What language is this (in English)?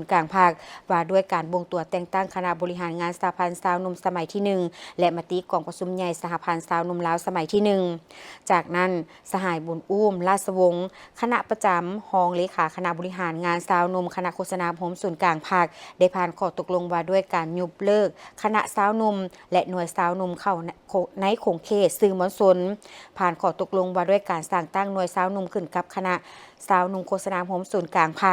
Lao